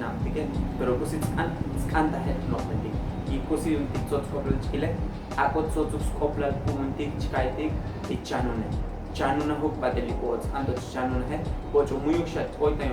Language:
Tzotzil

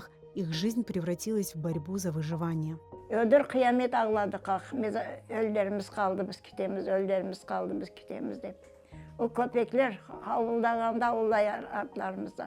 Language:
Crimean Tatar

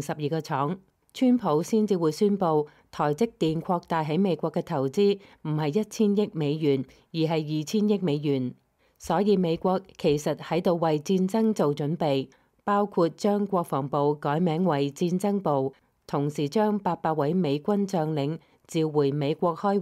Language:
Cantonese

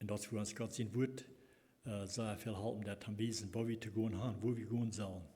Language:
Plautdietsch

